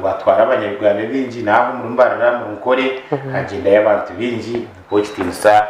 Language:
Nyankole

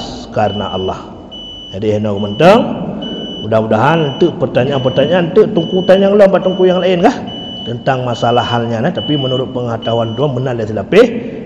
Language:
Achinese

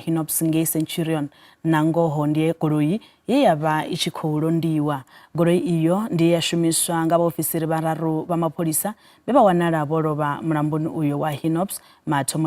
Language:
Venda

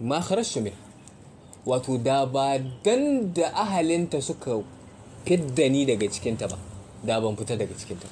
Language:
Hausa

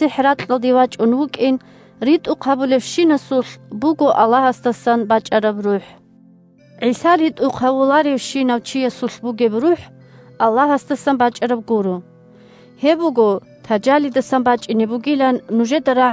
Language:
Avaric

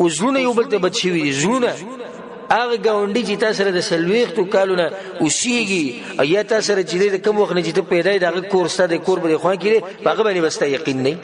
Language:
Pashto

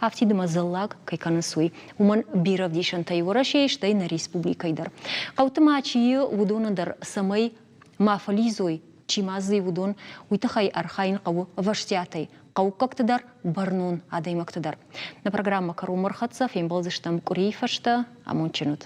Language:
Ossetic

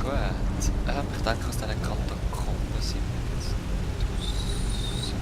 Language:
Swiss German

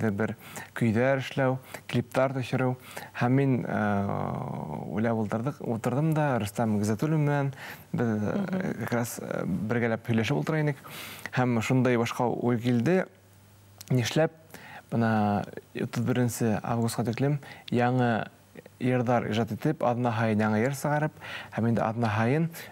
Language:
Bashkir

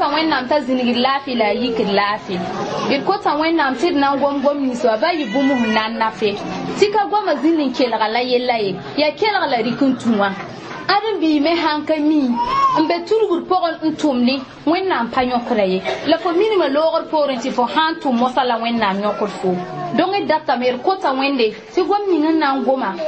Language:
Mossi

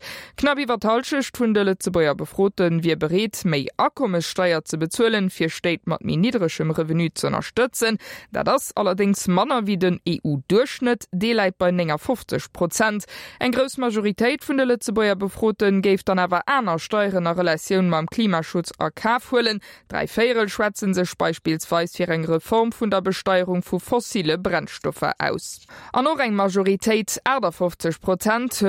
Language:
Luxembourgish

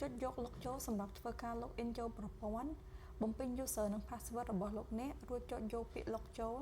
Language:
Khmer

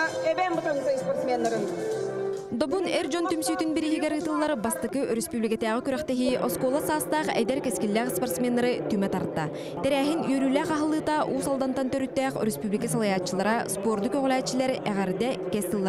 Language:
Yakut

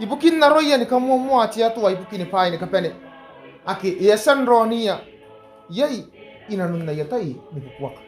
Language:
Gilbertese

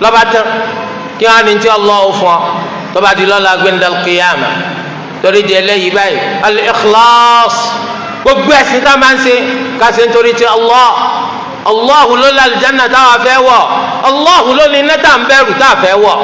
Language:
Yoruba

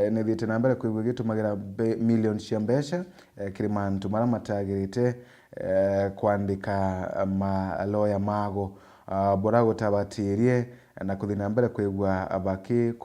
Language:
Meru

